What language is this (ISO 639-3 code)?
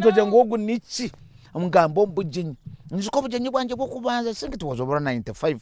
nyn